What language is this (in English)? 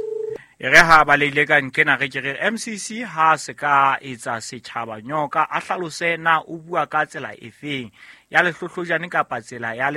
Southern Sotho